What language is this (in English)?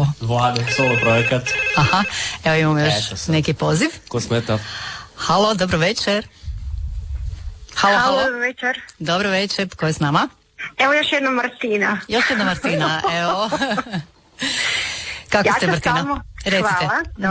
Croatian